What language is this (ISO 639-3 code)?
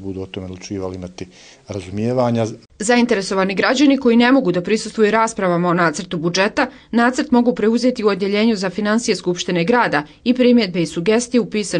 bos